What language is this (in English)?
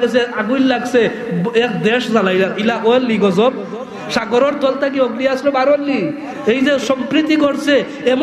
Sylheti